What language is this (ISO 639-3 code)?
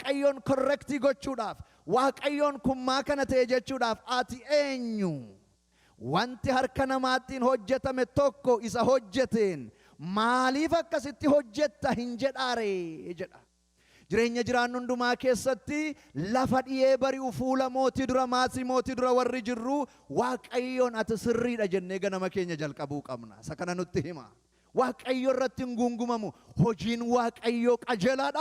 orm